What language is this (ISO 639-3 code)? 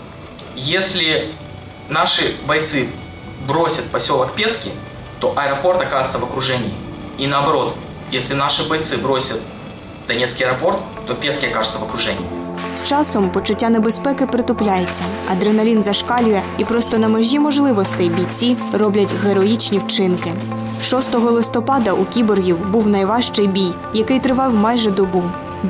ukr